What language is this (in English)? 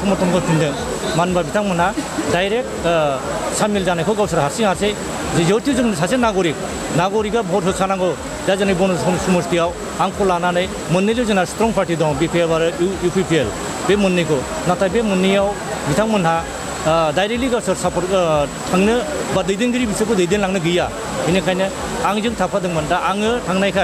Bodo